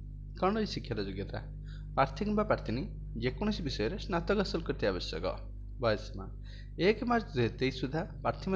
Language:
Odia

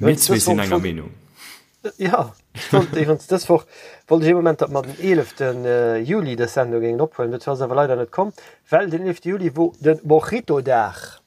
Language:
Luxembourgish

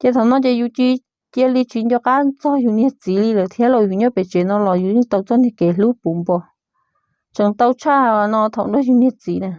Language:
Hmong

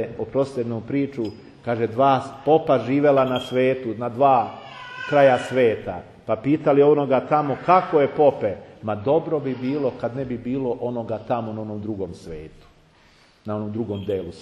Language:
Serbian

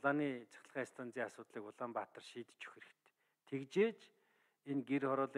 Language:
Mongolian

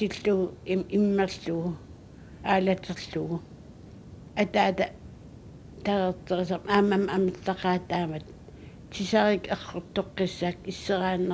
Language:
Kalaallisut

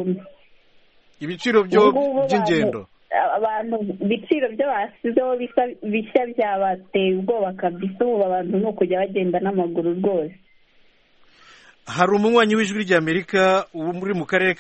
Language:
Kinyarwanda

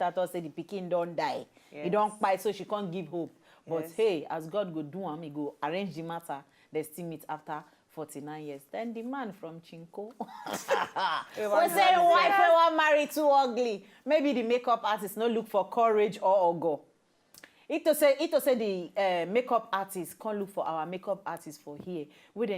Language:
Nigerian Pidgin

